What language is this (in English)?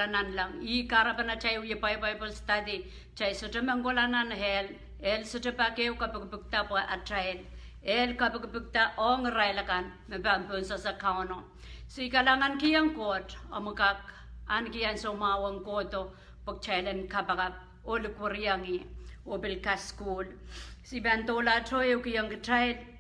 Pohnpeian